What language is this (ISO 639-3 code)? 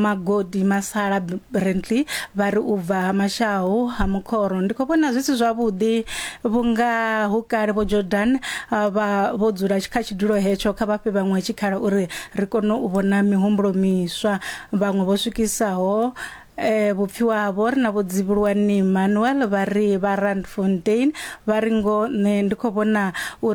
ven